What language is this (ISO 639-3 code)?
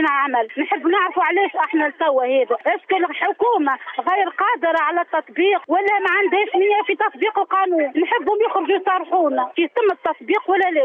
aeb